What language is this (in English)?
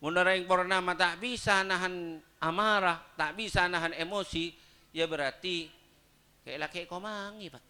Madurese